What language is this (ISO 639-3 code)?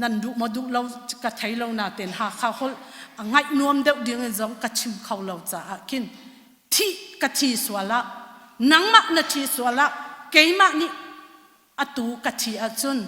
cnh